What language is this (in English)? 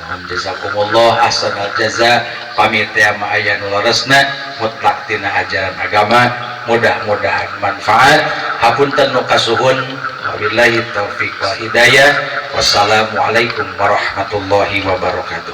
Sundanese